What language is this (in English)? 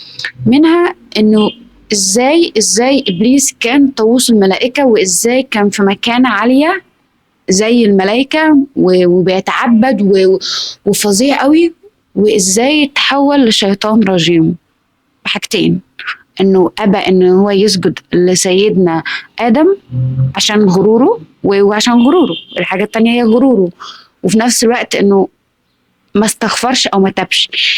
Egyptian Arabic